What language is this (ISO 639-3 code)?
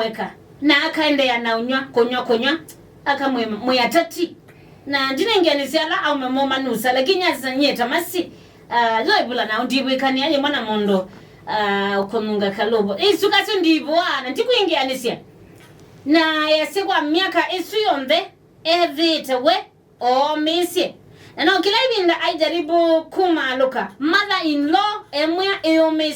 kam